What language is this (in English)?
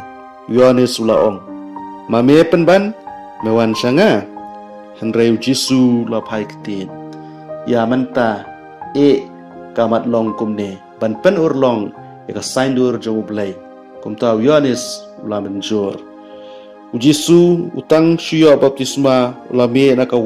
Khasi